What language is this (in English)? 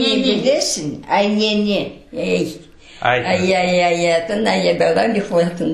Crimean Tatar